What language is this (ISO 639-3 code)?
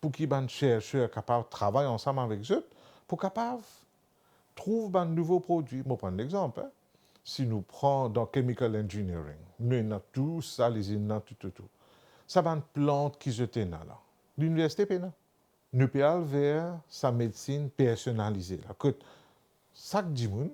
mfe